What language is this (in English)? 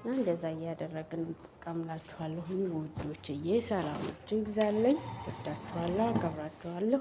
Amharic